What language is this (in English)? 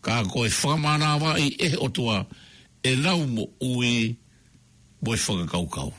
Tongan